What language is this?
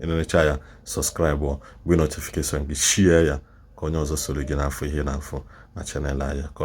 Igbo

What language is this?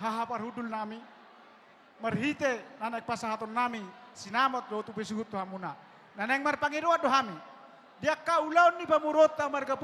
Batak Toba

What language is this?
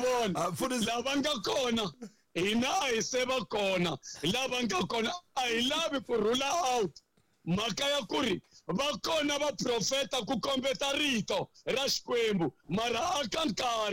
Tsonga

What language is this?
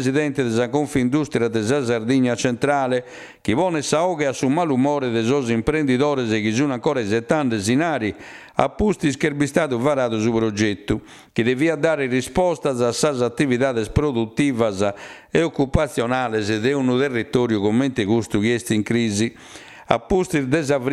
Sardinian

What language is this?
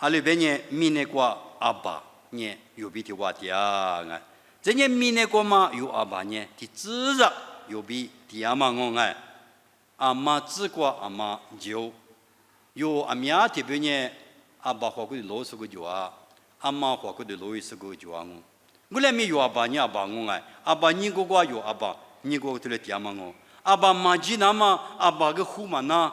Lisu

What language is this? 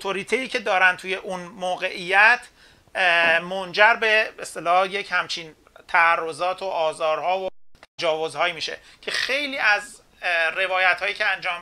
Persian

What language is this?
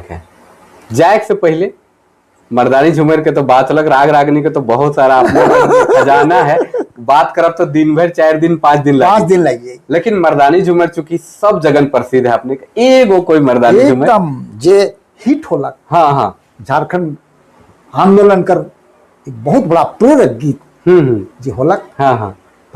Sadri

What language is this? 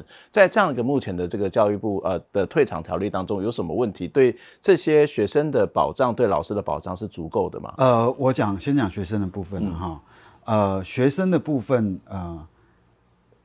Chinese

